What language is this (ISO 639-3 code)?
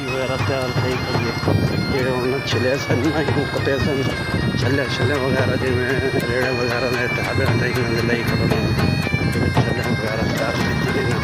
skr